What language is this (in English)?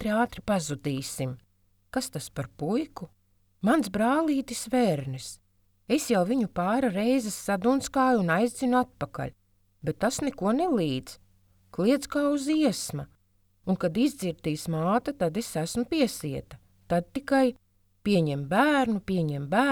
Latvian